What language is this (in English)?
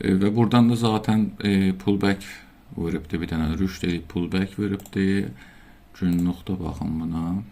South Azerbaijani